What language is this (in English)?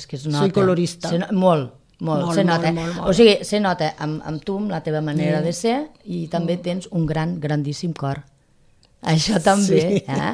Catalan